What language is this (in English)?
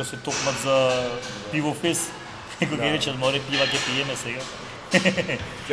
Macedonian